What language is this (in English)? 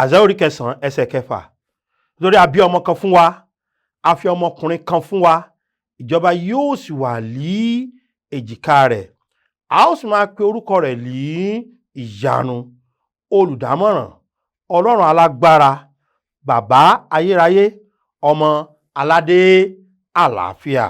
Yoruba